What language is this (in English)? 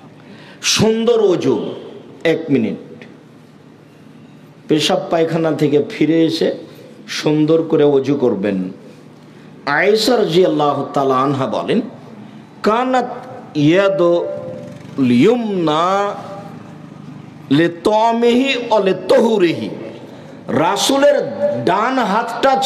Bangla